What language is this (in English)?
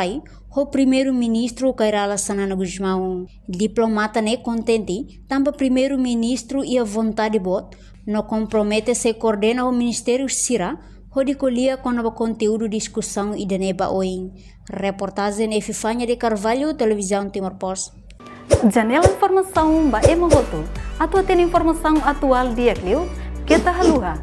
Tetum